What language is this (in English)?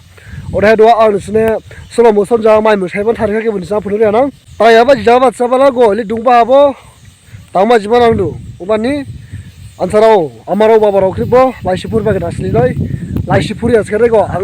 Dimasa